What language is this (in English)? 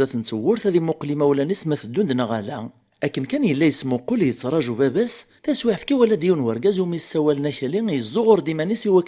Kabyle